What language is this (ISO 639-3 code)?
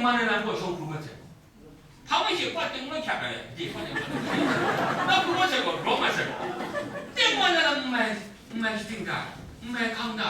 kac